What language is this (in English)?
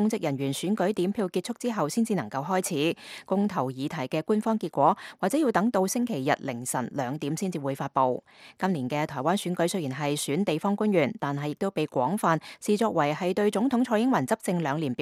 Cantonese